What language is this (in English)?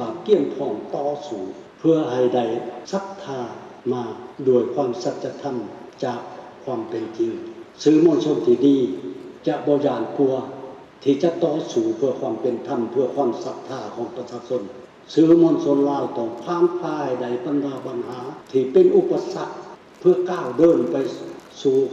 Lao